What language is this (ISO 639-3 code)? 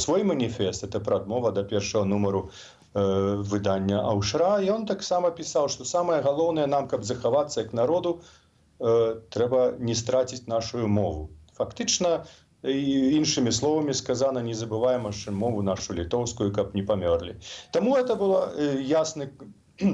bel